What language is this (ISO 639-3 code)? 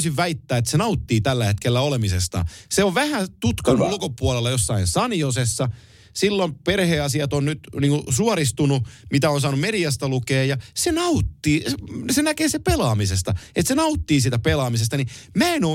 fin